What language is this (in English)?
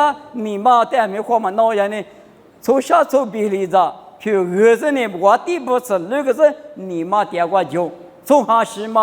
Lisu